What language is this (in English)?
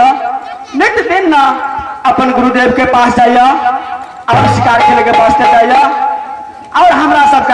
Maithili